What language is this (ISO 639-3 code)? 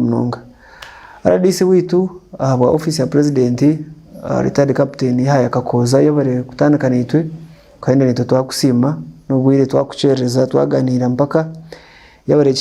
nyn